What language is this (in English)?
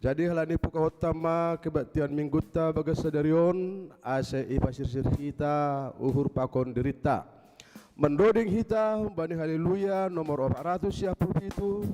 Batak Simalungun